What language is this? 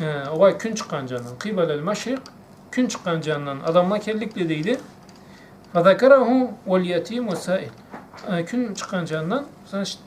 Karachay-Balkar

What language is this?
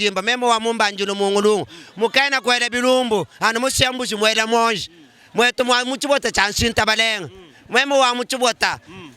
Luba-Lulua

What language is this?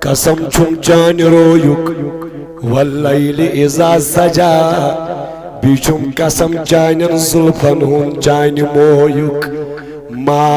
Kashmiri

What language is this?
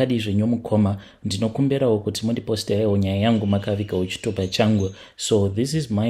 Shona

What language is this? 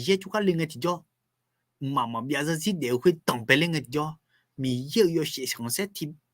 Akha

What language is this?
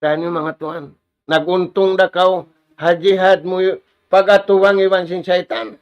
Tausug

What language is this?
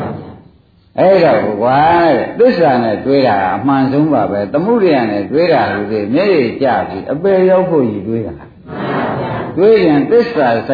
Burmese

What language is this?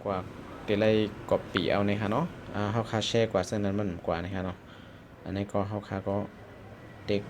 Shan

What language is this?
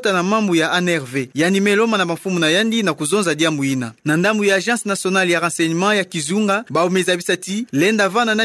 Kituba (Democratic Republic of Congo)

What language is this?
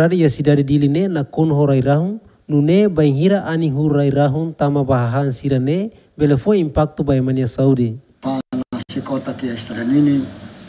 Tetum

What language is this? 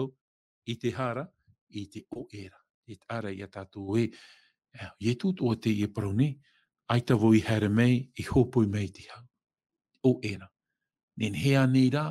Tahitian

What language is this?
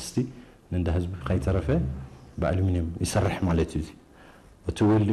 Tigrinya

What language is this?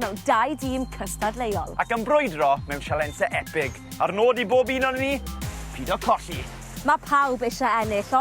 Welsh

